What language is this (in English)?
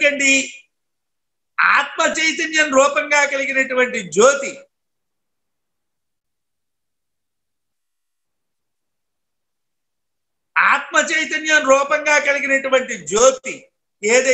Telugu